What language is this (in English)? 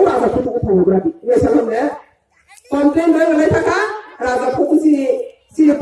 Riang (India)